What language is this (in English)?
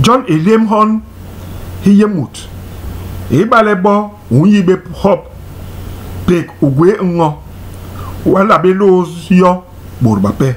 Basaa